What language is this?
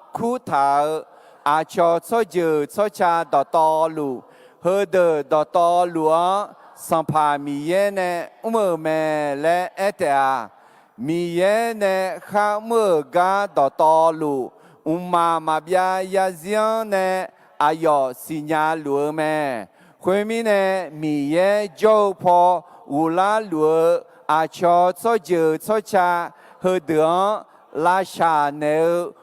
Akha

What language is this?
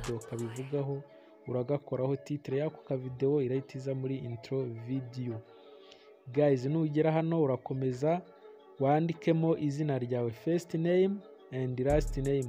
Kinyarwanda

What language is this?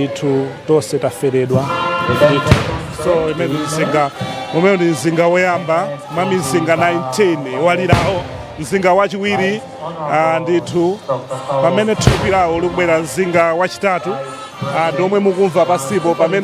Nyanja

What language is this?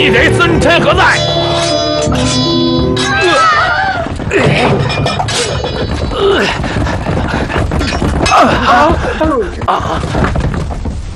Chinese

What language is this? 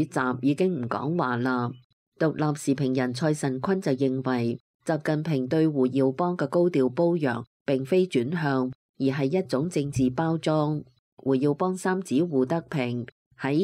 Cantonese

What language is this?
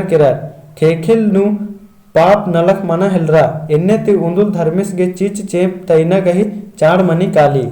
Kurukh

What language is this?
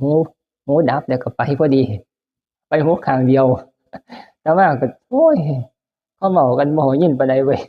Northeastern Thai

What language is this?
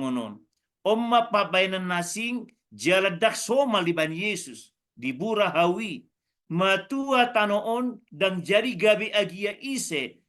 Batak Toba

